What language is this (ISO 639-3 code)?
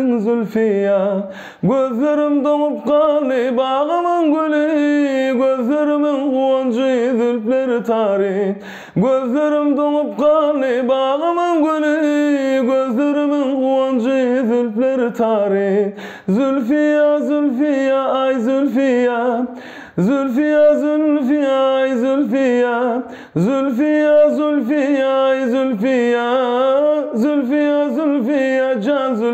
tuk